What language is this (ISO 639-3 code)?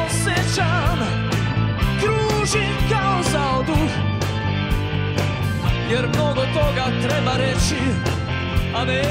srp